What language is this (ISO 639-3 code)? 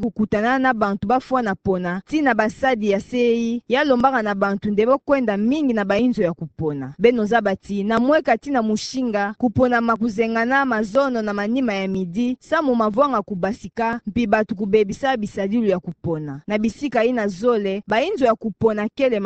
ktu